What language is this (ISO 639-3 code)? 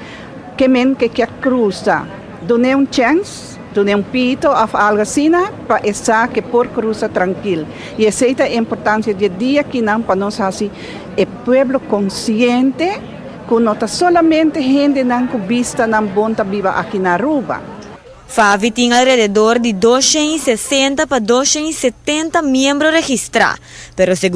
pap